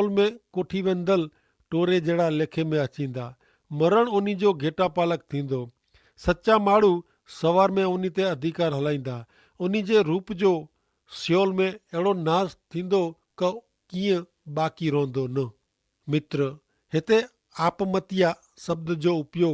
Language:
Kachhi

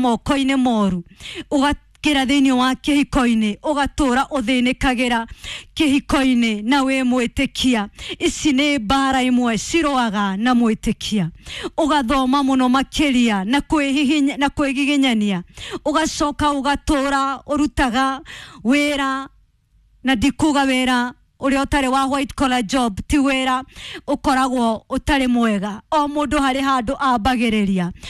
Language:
Kikuyu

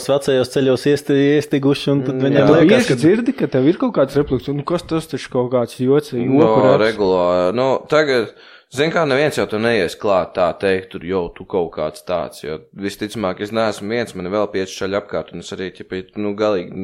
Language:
Latvian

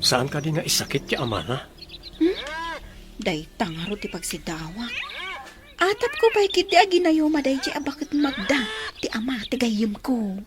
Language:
Iloko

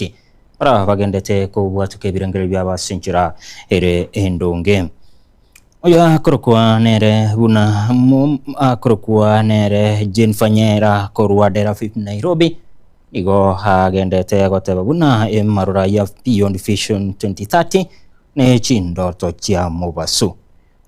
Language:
Gusii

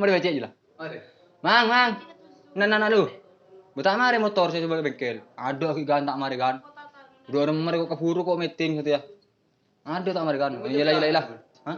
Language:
Madurese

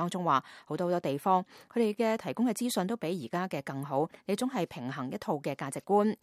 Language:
Cantonese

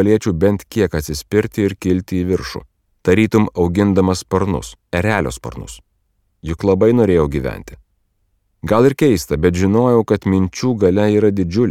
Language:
Lithuanian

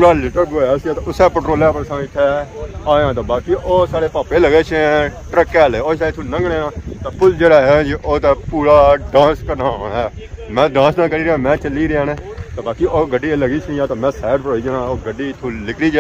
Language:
Pahari-Potwari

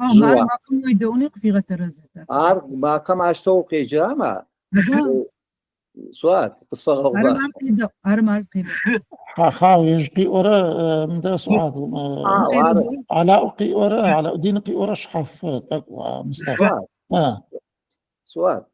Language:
Adyghe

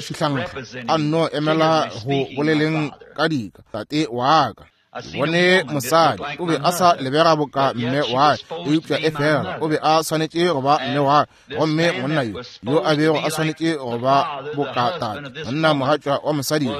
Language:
Northern Sotho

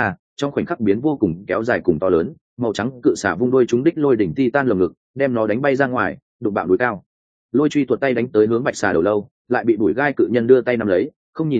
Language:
Vietnamese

